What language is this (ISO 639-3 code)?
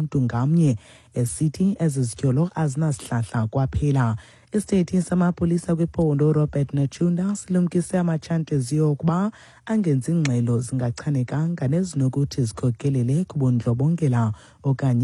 xho